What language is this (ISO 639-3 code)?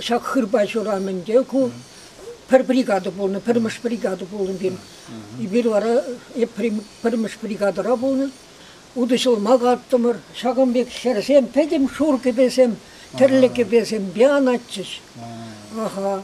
chv